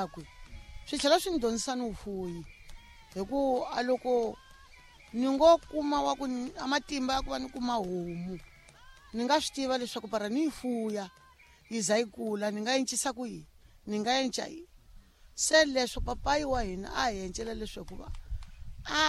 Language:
Tsonga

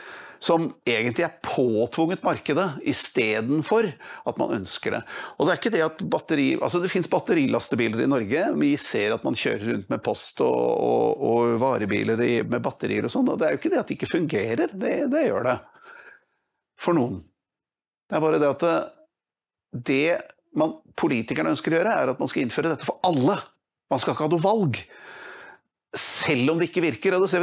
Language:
Norwegian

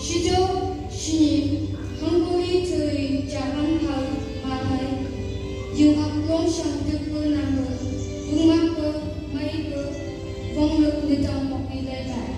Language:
Phom Naga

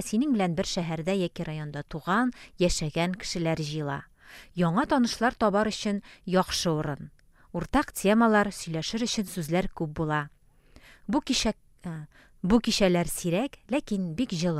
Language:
Tatar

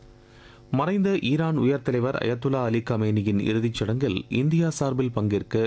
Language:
Tamil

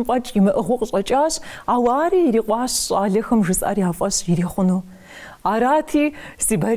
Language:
Kabardian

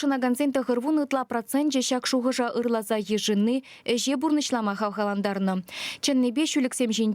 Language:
Chuvash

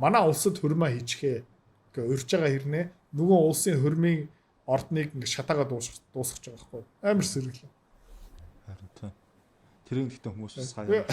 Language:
Mongolian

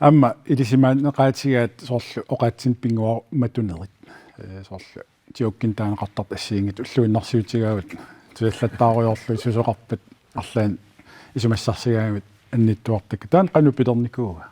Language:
Kalaallisut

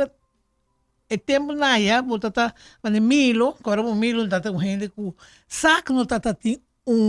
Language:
Papiamento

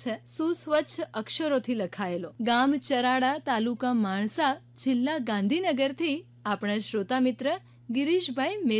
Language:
Gujarati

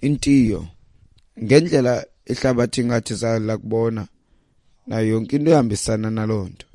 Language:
Xhosa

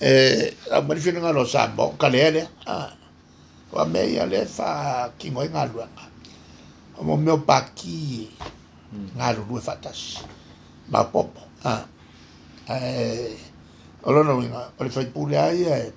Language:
Samoan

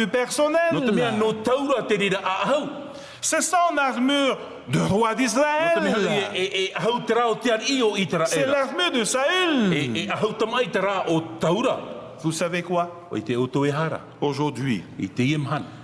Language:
Tahitian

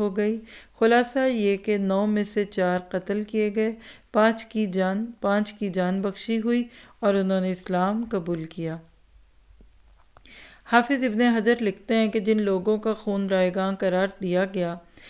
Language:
Urdu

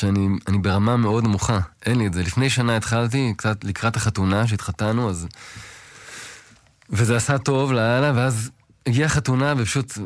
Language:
Hebrew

